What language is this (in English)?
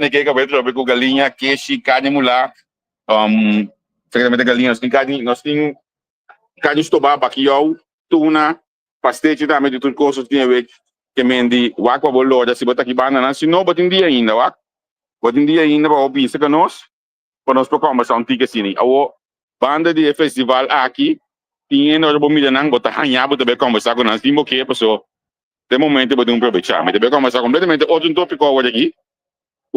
Papiamento